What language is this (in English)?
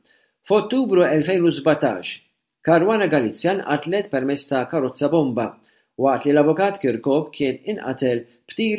Maltese